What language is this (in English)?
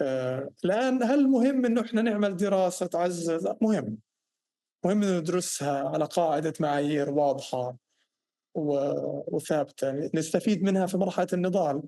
North Levantine Arabic